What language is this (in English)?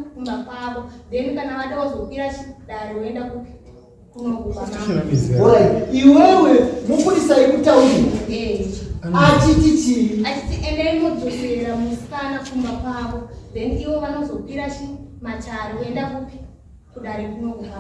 Shona